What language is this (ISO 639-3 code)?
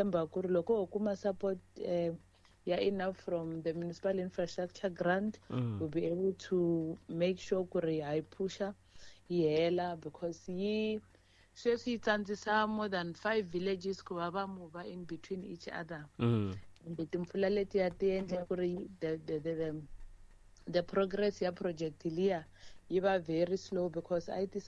tso